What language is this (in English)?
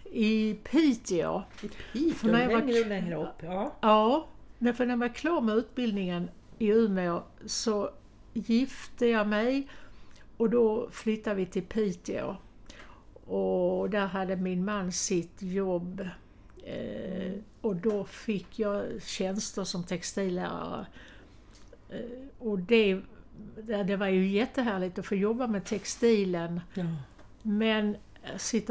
Swedish